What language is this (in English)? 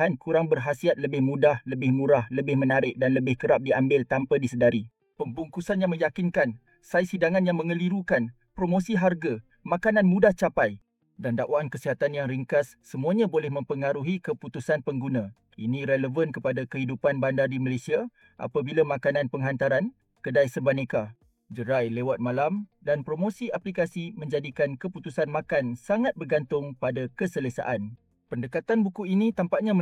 Malay